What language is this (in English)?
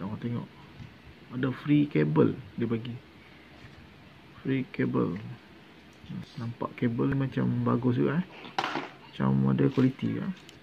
Malay